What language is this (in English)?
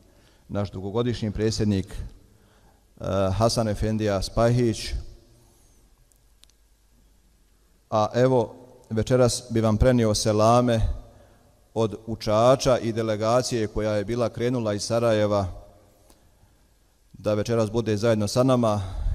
Bosnian